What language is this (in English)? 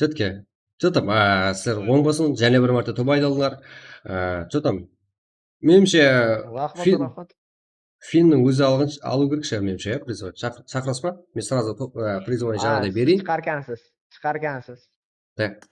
Kara-Kalpak